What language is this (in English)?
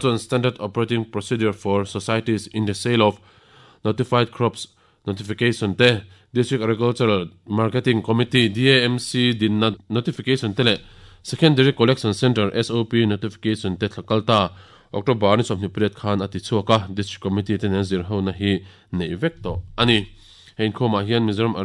Mizo